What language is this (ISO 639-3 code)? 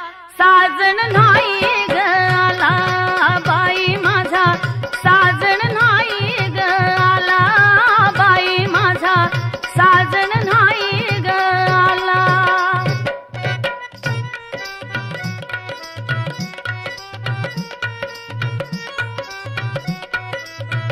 mar